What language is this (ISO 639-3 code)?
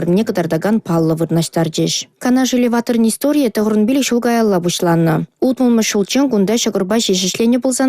chv